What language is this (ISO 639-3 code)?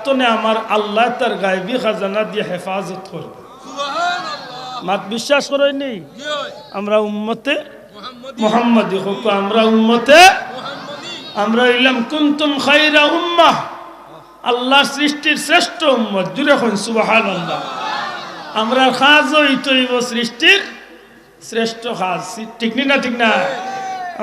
syl